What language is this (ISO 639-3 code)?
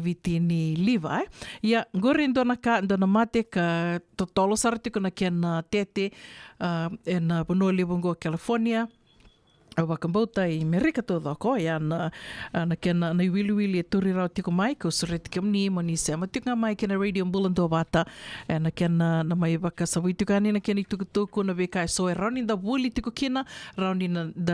fij